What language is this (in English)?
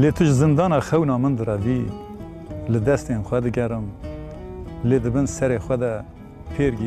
Kurdish